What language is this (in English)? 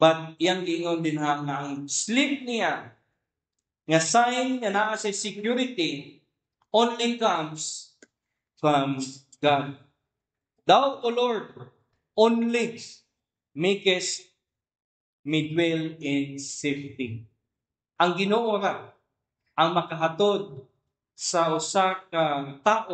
Cebuano